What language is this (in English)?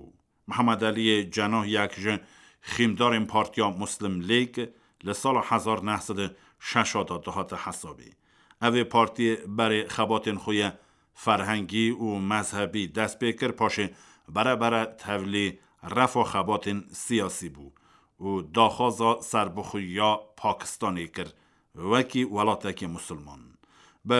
Kurdish